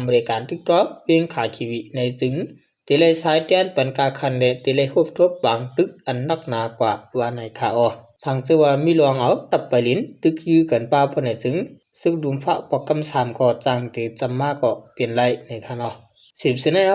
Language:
Shan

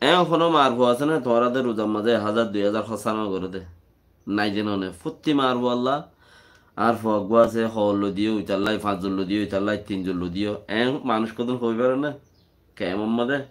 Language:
Rohingya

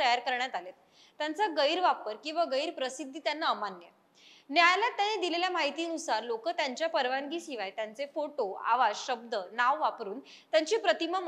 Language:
Marathi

